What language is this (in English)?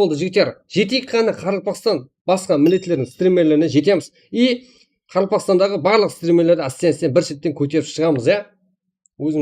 Kara-Kalpak